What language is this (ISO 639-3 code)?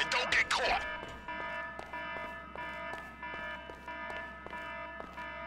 eng